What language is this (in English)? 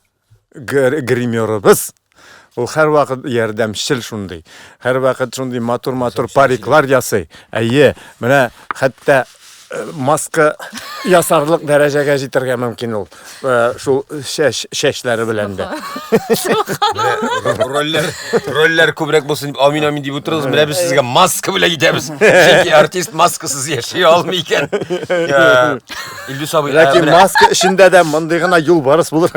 Tatar